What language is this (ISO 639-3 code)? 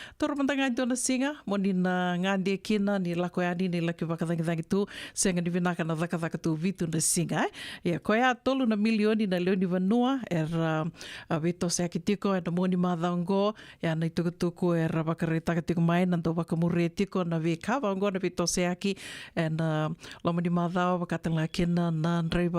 fij